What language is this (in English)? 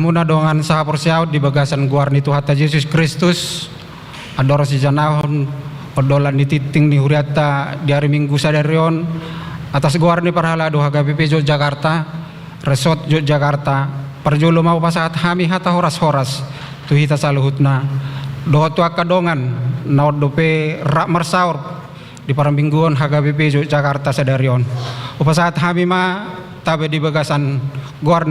Batak Toba